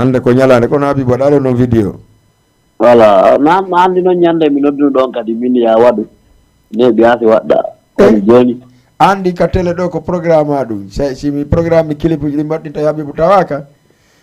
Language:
Fula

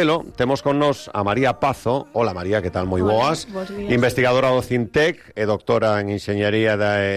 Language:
Galician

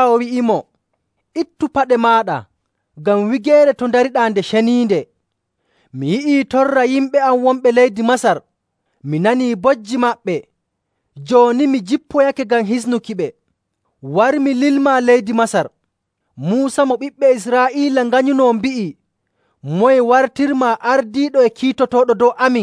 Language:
Nigerian Fulfulde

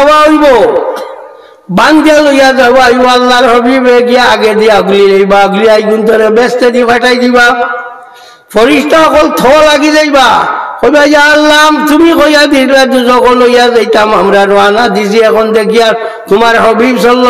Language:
Sylheti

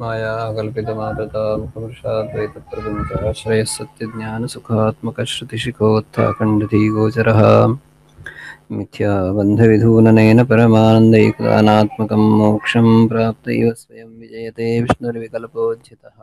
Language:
Sanskrit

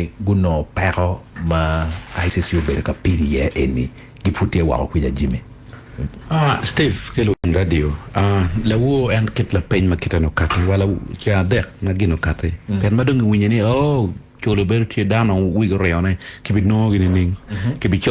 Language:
Acoli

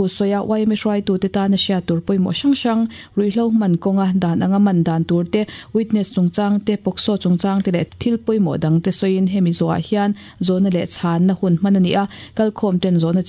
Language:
Mizo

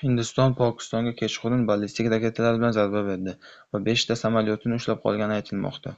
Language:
Uzbek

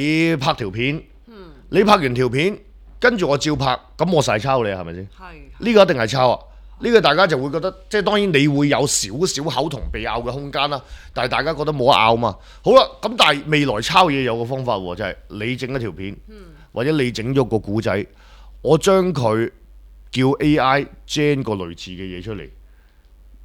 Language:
Cantonese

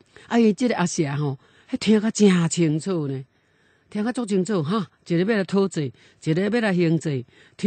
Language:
Min Nan Chinese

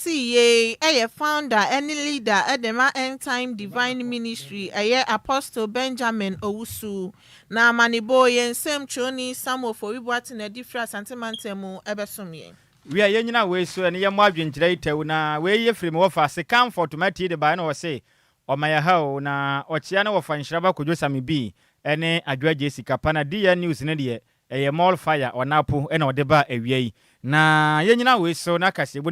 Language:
Akan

